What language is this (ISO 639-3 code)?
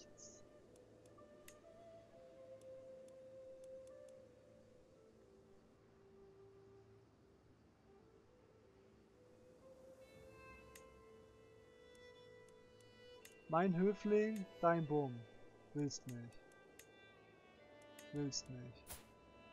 deu